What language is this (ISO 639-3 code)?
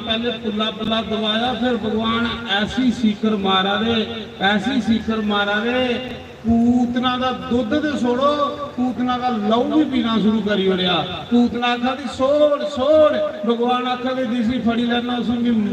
doi